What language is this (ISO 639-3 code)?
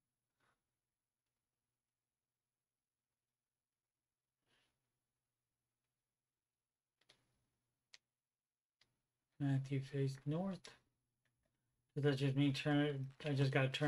eng